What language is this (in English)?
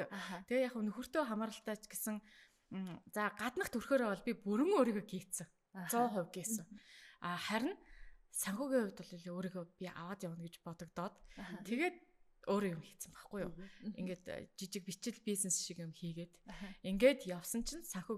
Mongolian